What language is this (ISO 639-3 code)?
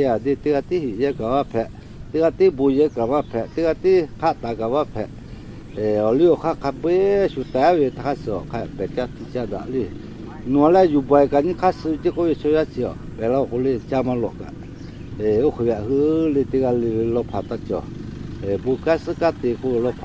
lhu